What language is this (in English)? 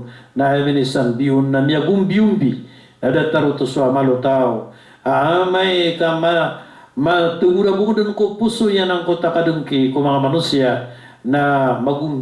Maranao